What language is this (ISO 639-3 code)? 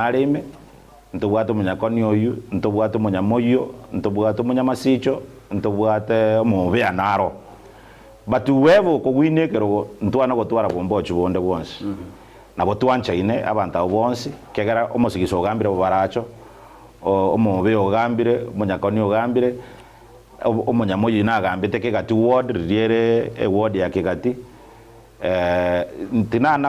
guz